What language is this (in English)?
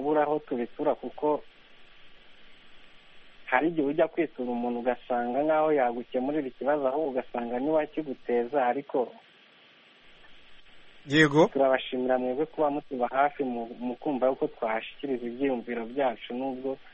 Kinyarwanda